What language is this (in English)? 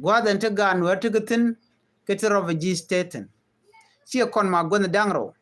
Nuer